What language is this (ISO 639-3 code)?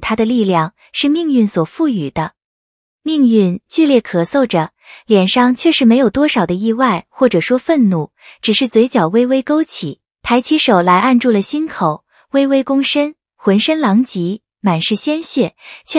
zho